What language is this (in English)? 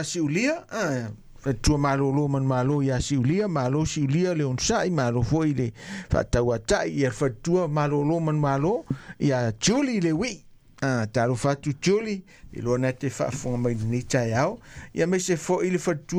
Samoan